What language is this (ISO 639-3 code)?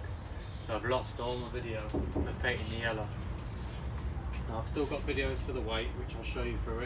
eng